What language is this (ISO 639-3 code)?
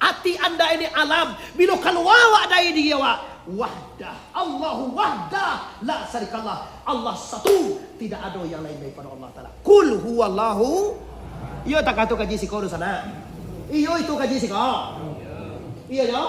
min